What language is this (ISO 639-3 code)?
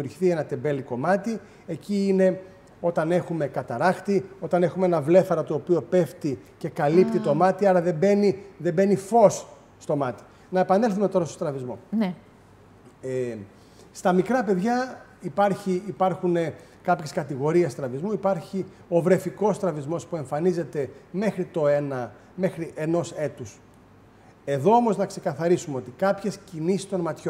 ell